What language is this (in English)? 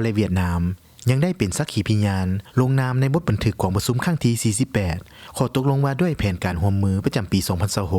Lao